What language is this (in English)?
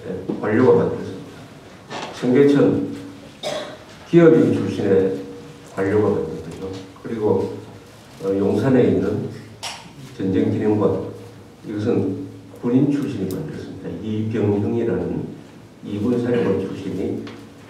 Korean